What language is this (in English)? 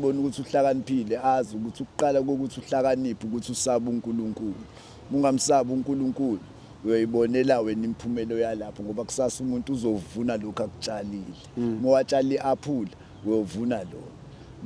Zulu